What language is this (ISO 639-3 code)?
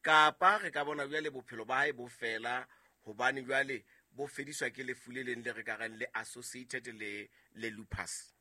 sot